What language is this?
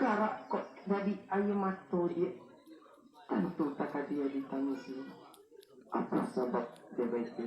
Minangkabau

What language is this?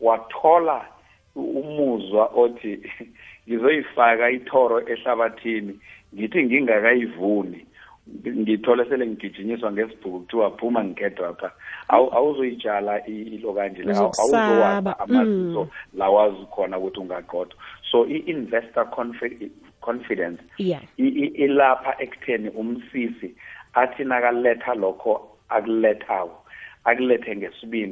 South Ndebele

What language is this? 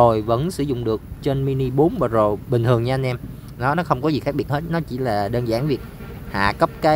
Vietnamese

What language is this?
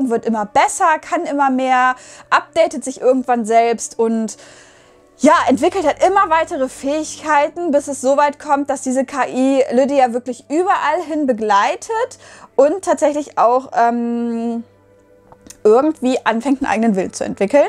German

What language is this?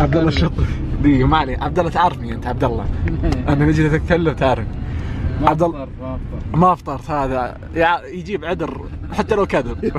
Najdi Arabic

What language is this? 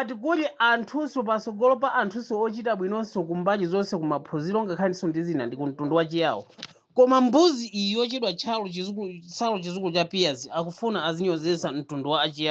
Nyanja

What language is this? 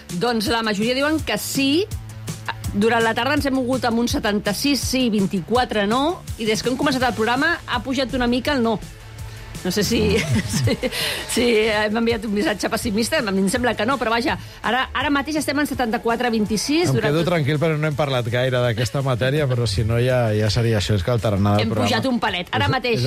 Catalan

